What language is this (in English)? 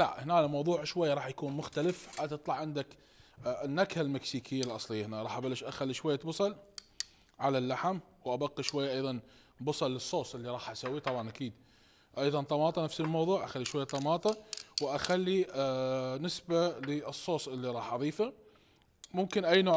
Mesopotamian Arabic